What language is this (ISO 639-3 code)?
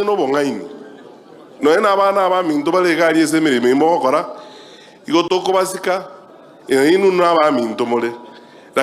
guz